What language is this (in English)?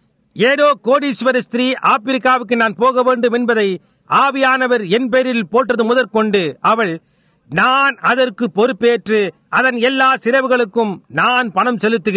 Tamil